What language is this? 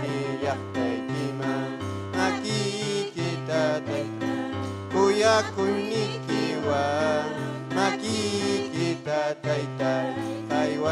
Ayacucho Quechua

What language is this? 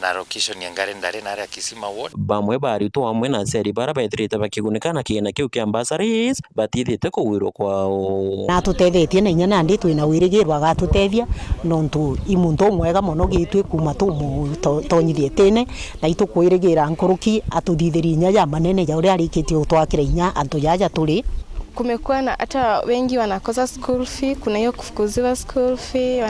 Meru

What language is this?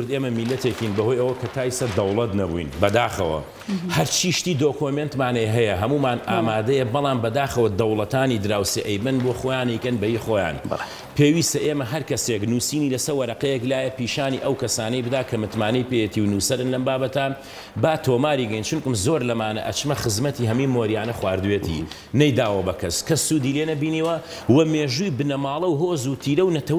Central Kurdish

